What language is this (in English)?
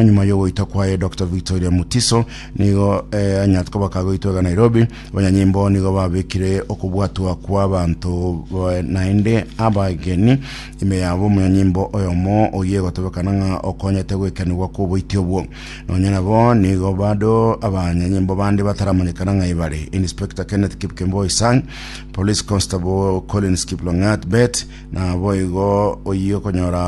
Gusii